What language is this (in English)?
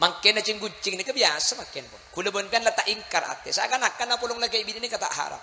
Madurese